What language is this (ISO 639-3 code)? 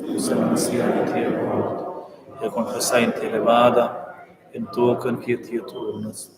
roh